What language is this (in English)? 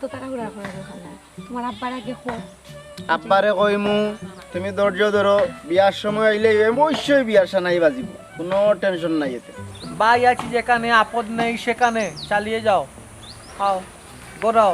Sylheti